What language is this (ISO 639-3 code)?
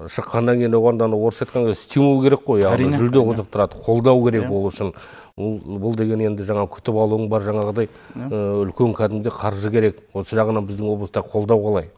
kaz